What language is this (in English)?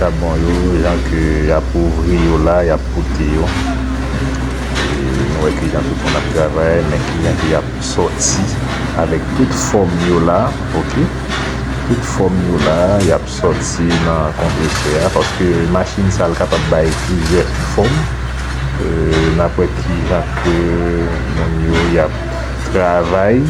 Haitian Creole